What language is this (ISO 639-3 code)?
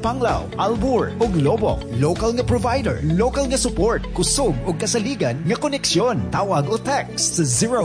ceb